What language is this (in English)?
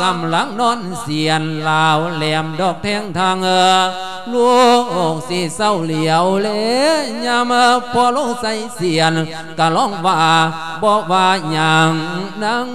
Lao